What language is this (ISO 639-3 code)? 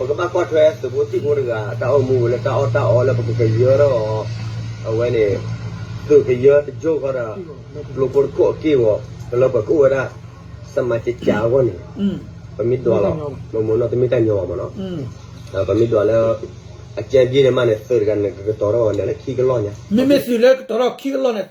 ksw